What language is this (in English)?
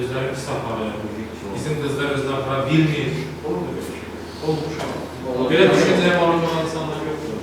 Azerbaijani